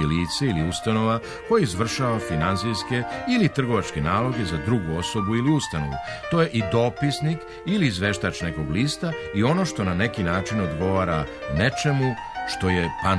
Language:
Serbian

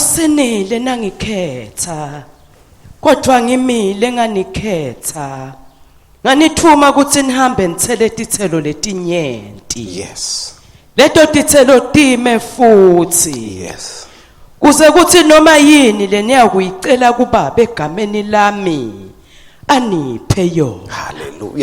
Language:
Swati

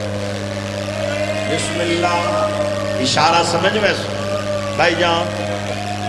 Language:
Urdu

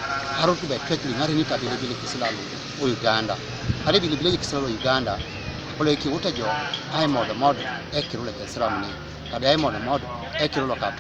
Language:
Teso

